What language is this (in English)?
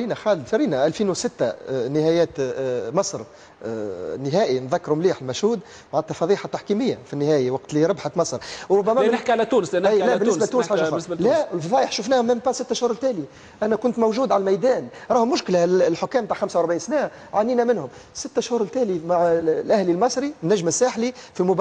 Tunisian Arabic